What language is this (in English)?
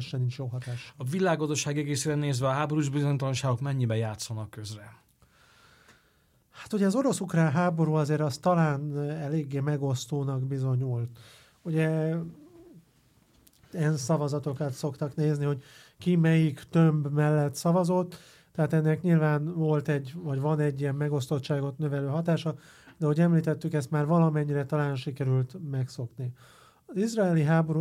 Hungarian